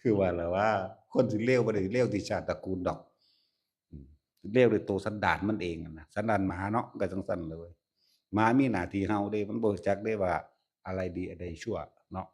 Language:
Northeastern Thai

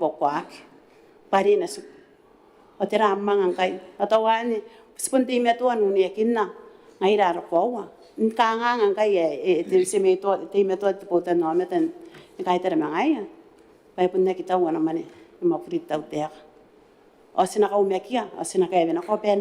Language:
Gilbertese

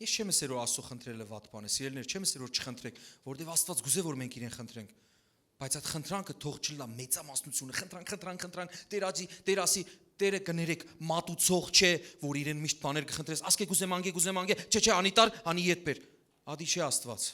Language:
Western Armenian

